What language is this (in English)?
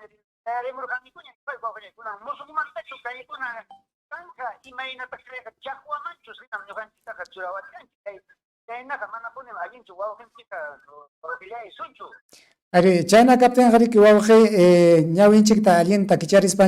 Ayacucho Quechua